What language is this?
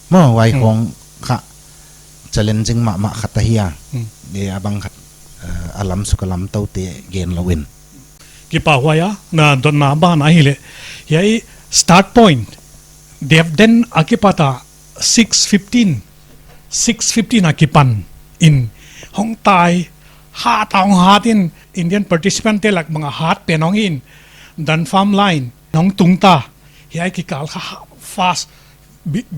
Paite Chin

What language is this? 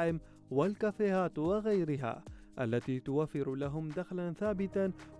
Arabic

